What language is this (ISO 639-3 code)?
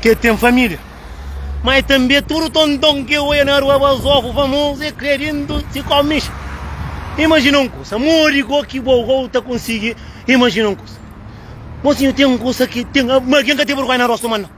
kea